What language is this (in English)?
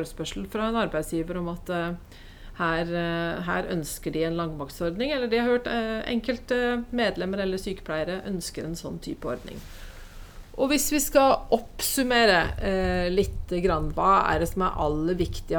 Norwegian